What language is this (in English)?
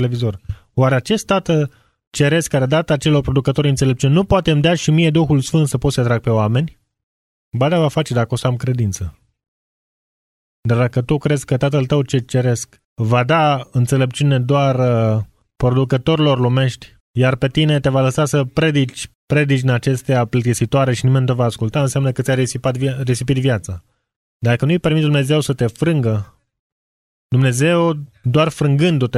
Romanian